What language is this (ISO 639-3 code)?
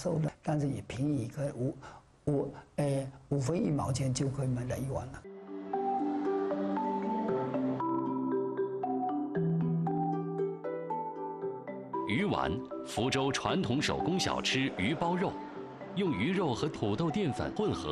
zho